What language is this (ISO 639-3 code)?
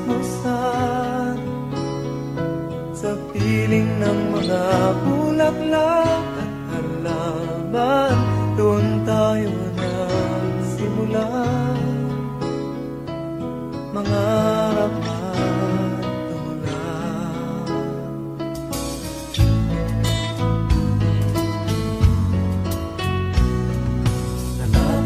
fil